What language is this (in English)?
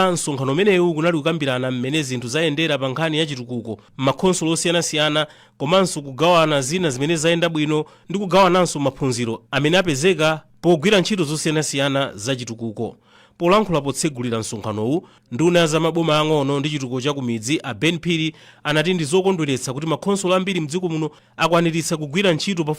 Nyanja